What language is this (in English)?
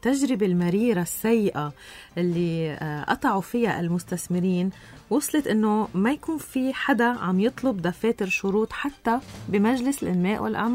North Levantine Arabic